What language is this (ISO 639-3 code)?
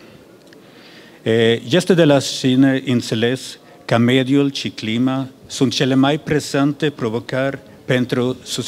ron